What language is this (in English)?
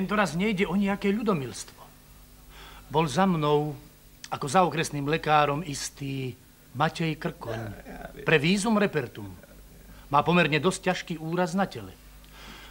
Slovak